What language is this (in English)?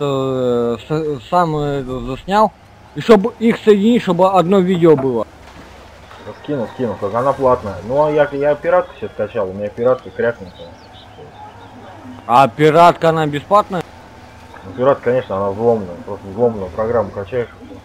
Russian